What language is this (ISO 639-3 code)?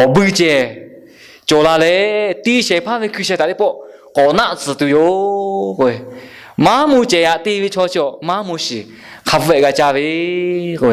lhu